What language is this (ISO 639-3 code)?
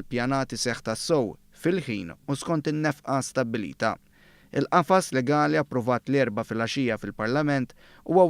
mlt